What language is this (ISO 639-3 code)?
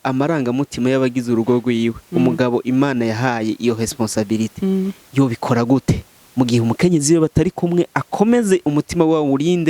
run